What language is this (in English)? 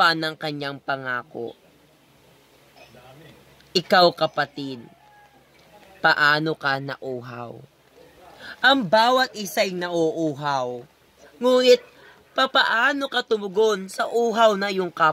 Filipino